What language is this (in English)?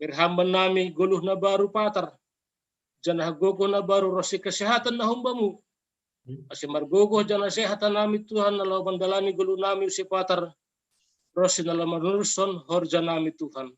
Batak Simalungun